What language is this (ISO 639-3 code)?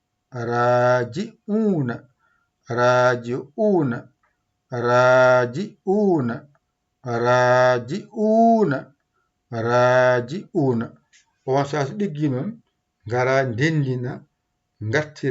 ful